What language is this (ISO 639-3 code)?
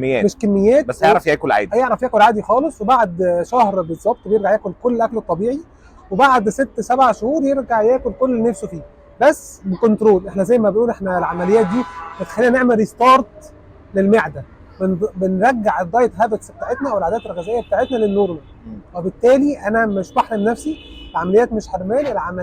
arz